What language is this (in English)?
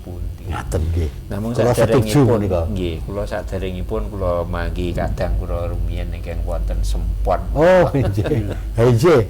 Javanese